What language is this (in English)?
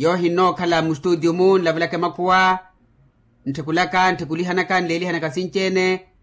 Makhuwa